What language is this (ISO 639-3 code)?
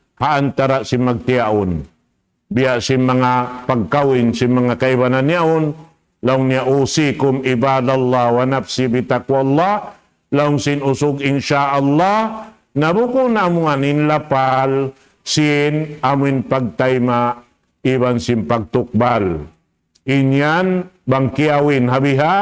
tsg